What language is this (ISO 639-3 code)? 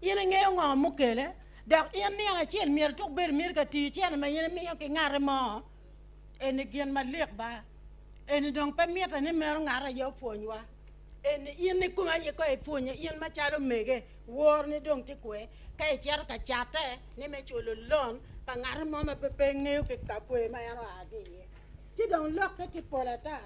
ach